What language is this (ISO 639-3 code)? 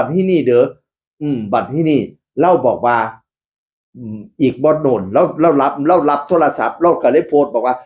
tts